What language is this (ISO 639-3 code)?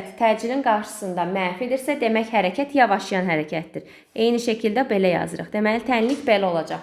aze